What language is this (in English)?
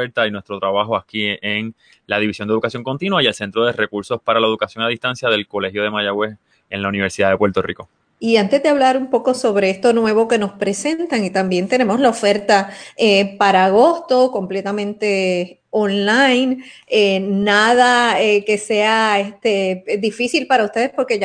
Spanish